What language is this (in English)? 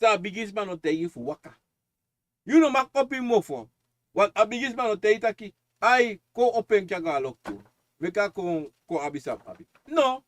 Sranan Tongo